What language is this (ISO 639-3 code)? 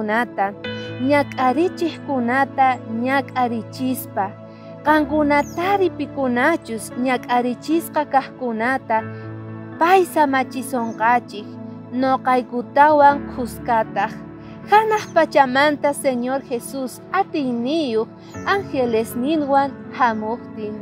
quh